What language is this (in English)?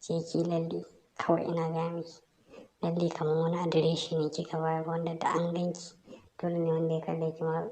Hausa